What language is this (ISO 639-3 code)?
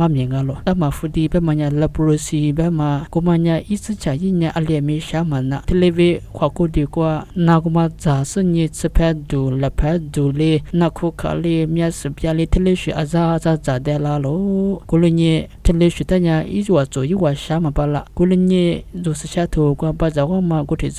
lis